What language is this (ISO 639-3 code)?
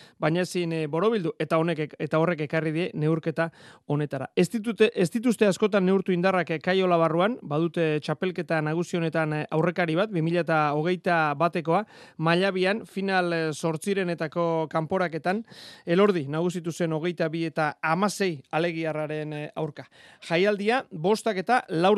eus